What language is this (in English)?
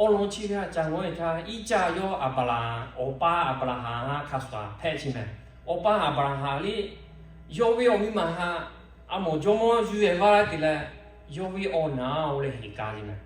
Lahu